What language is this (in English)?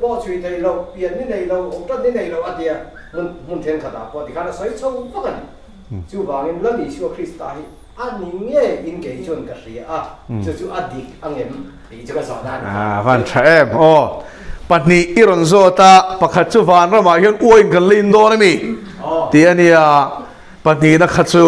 Mizo